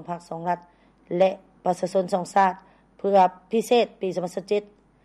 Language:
Lao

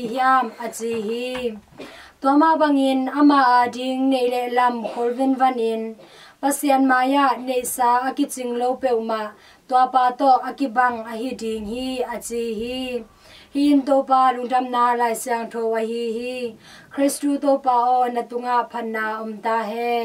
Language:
Tedim Chin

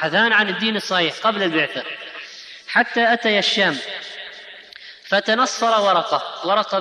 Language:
Arabic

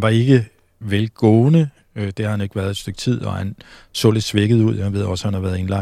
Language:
Danish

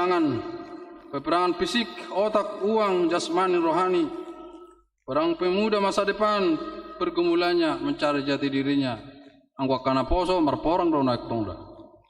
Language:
Batak Toba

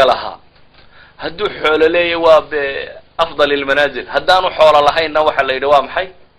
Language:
Somali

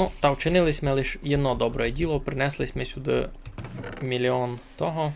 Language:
Rusyn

